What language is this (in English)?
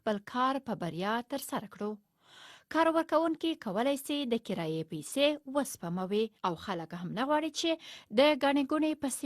Pashto